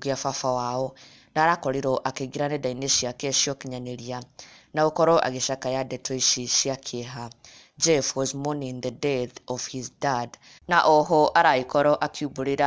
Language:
Kikuyu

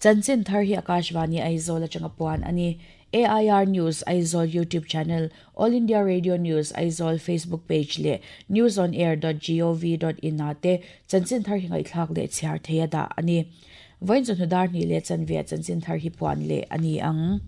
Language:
Mizo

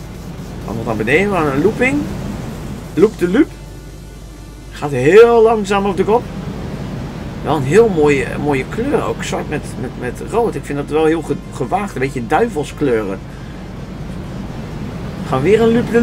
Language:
Dutch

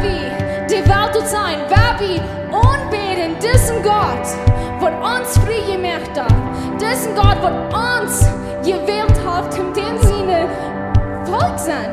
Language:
Plautdietsch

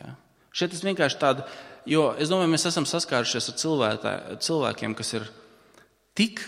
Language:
Latvian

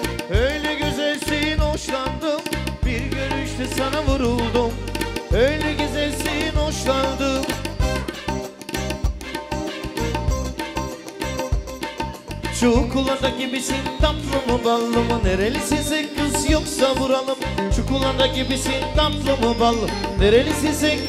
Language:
Turkish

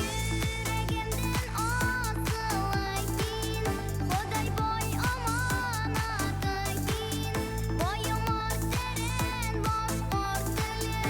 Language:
Bashkir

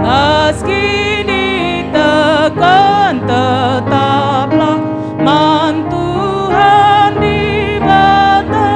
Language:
Batak Karo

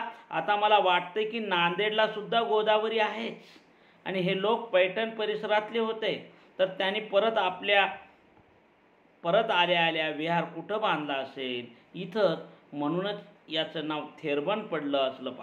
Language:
Marathi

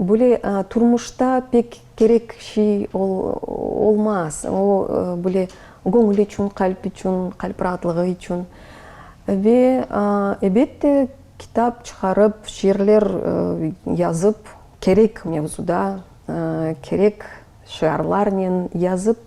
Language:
Crimean Tatar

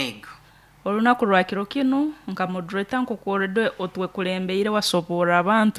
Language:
Nyoro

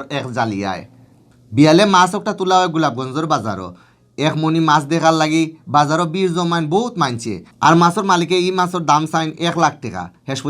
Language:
Sylheti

